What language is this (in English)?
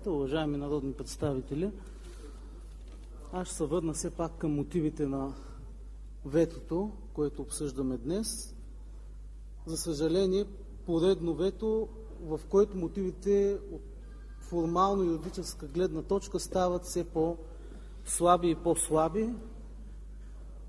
Bulgarian